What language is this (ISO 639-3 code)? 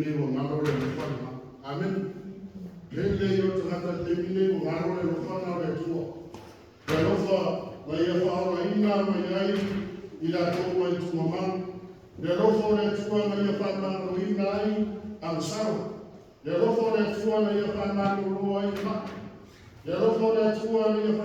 smo